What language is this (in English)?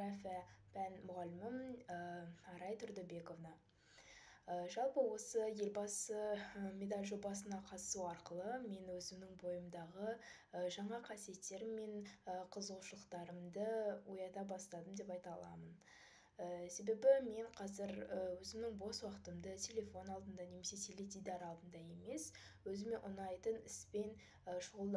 Kazakh